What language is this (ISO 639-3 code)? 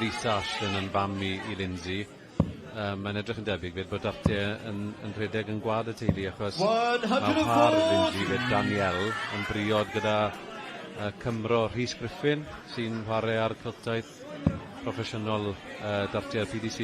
cym